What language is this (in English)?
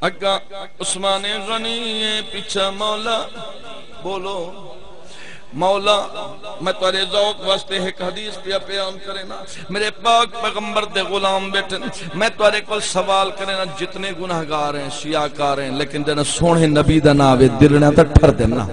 Saraiki